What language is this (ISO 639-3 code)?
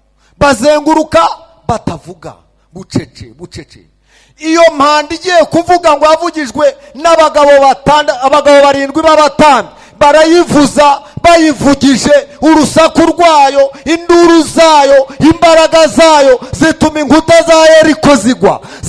kin